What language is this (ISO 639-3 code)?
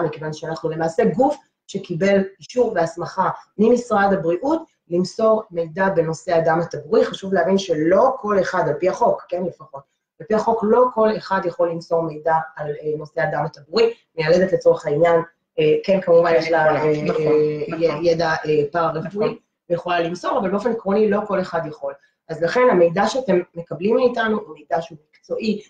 heb